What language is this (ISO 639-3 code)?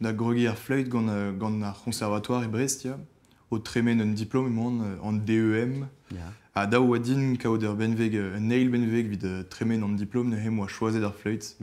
bre